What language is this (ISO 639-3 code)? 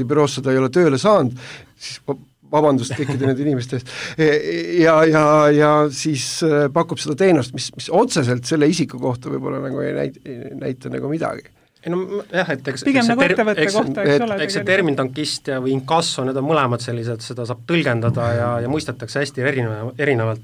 est